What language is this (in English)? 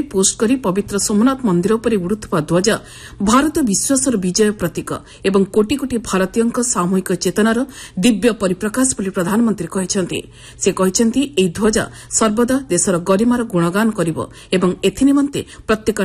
Odia